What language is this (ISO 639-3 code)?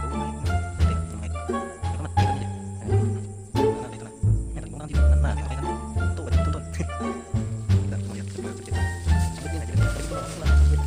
bjn